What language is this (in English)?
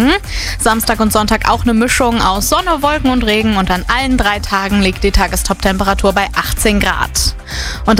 German